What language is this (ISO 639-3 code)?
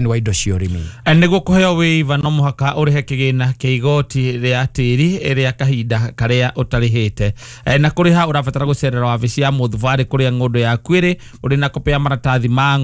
kik